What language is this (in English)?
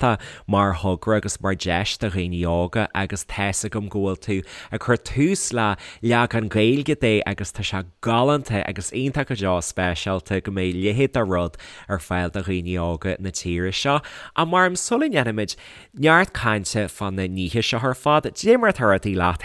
Irish